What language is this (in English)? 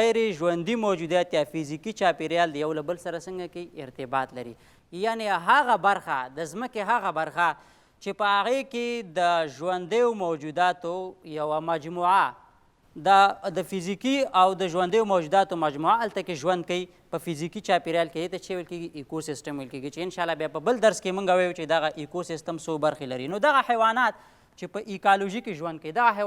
Pashto